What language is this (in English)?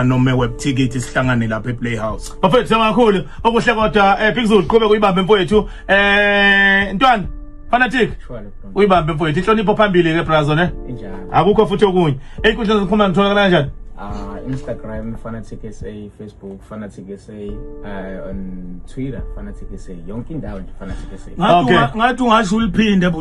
Zulu